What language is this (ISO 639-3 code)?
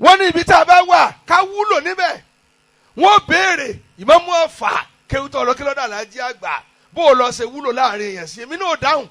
yor